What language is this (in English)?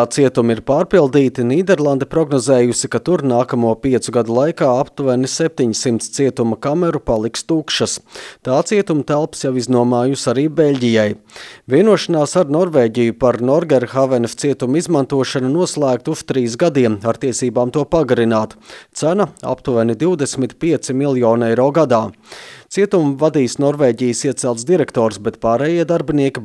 Latvian